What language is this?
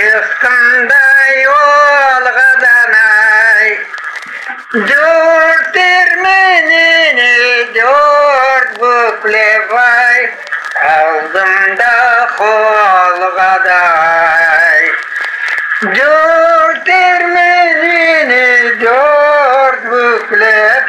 Crimean Tatar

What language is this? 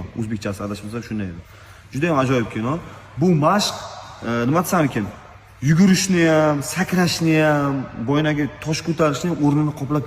Uzbek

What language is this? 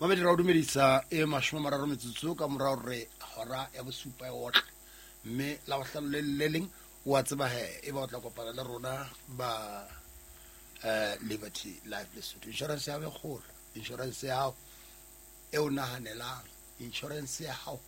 Southern Sotho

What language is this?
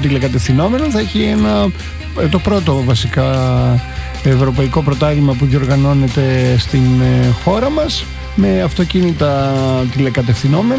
Greek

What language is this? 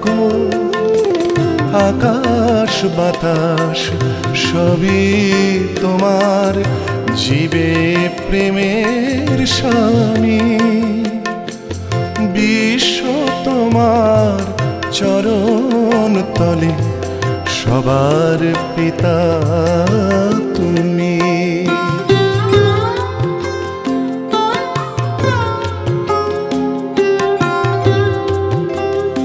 Bangla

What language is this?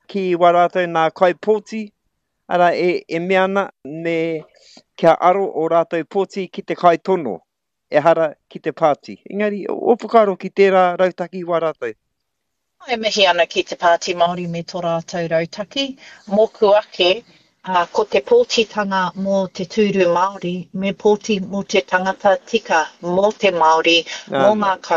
Māori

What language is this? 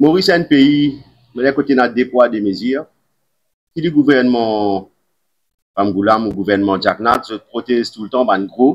Morisyen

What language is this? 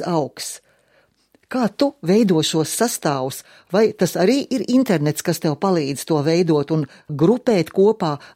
Latvian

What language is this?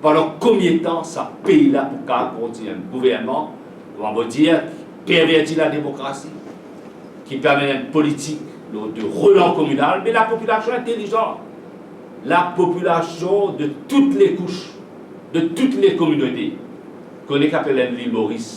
Morisyen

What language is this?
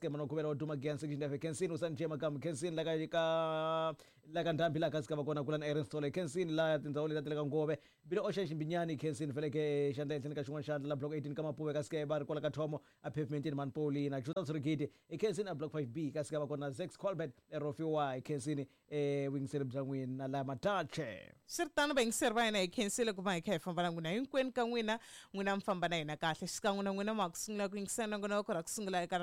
Tsonga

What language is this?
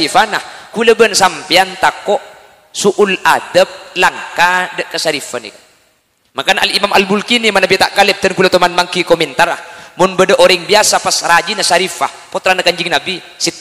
Madurese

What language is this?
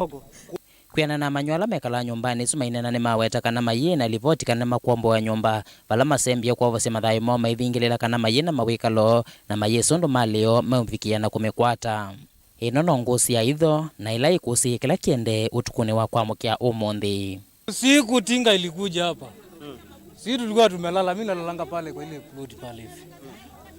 Kamba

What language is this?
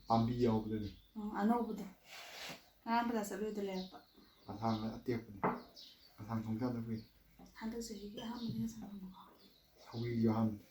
Manipuri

